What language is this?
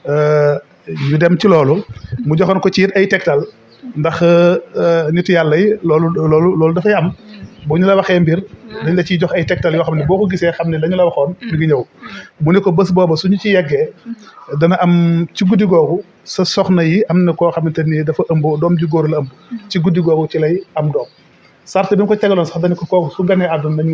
Wolof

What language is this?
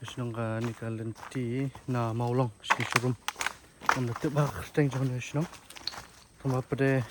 Khasi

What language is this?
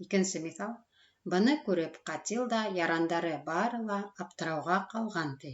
Bashkir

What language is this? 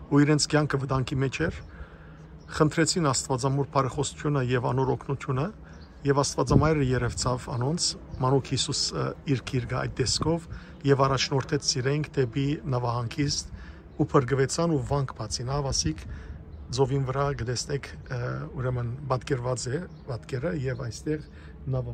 Western Armenian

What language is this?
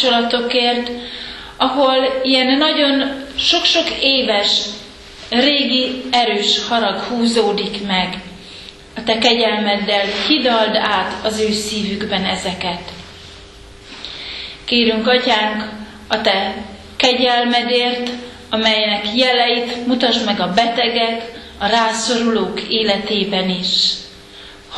Hungarian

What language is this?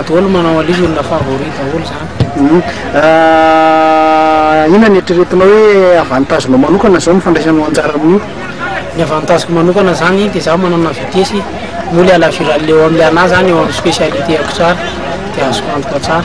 Malagasy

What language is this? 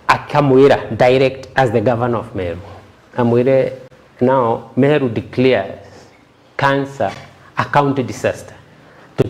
Meru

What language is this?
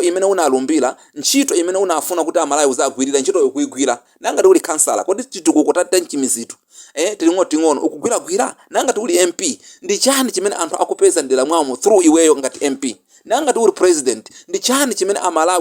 Nyanja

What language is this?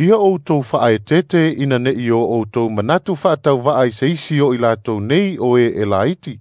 Samoan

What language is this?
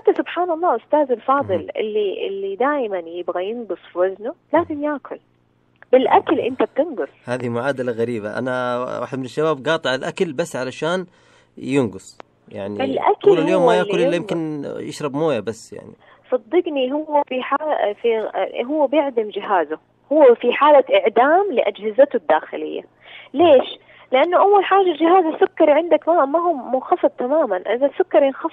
Arabic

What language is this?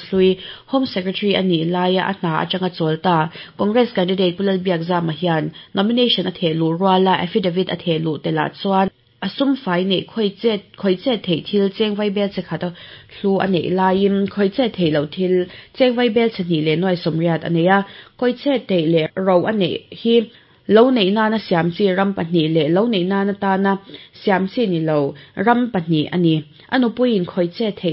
Mizo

